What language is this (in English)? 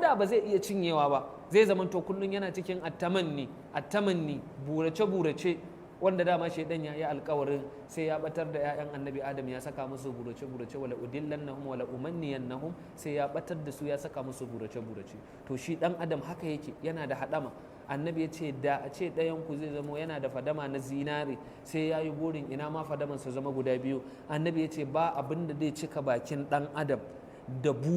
Hausa